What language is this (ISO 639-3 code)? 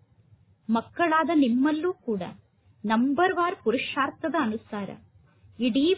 kan